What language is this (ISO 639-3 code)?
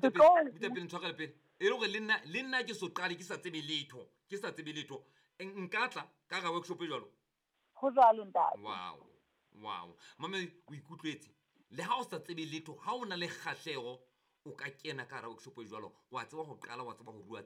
sot